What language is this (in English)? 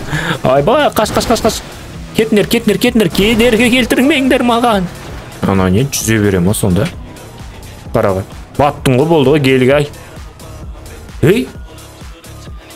Kazakh